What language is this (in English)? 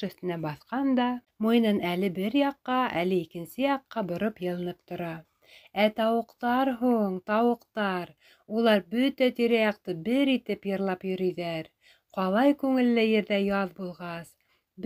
Bashkir